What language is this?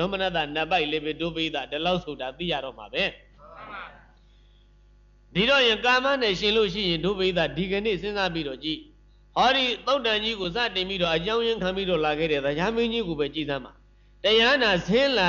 Burmese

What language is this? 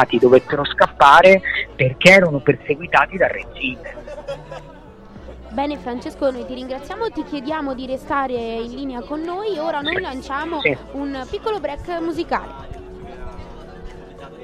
Italian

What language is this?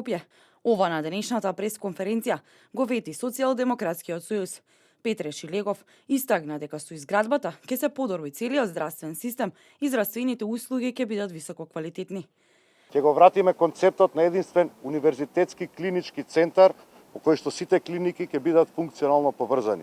Macedonian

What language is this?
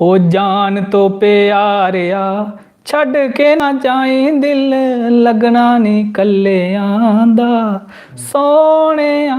Dogri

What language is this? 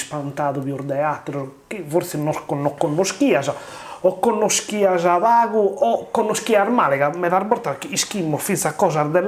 Sardinian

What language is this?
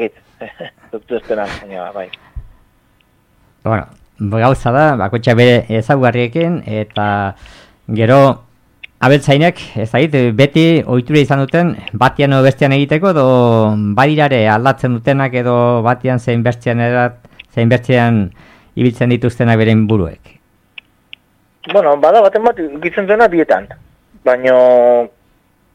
Basque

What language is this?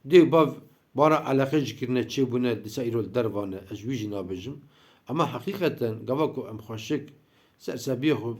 Kurdish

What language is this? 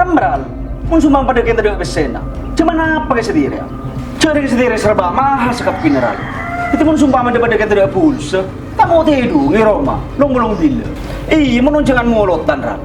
Madurese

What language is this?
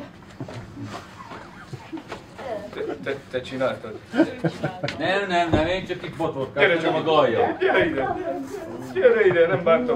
Hungarian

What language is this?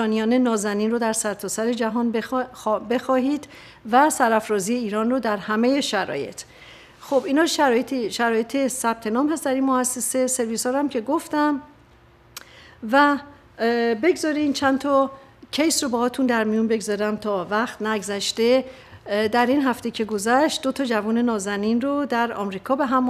Persian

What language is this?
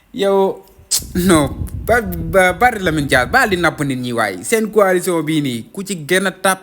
Wolof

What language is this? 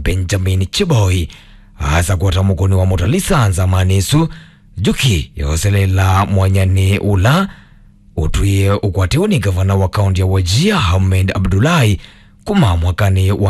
Kamba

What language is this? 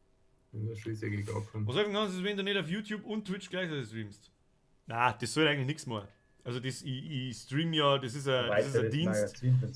Bavarian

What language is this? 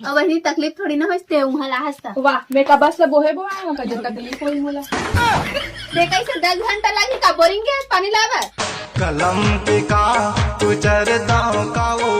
Chhattisgarhi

